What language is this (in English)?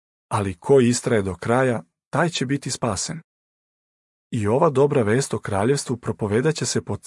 Serbian